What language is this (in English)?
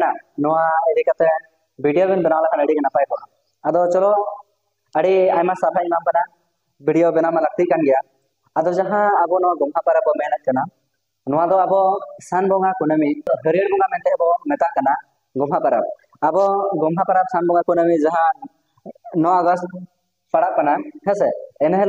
Santali